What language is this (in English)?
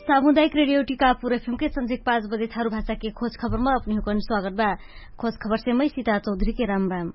Dangaura Tharu